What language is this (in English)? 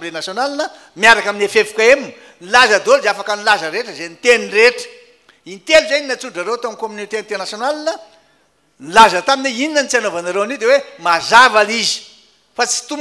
Malagasy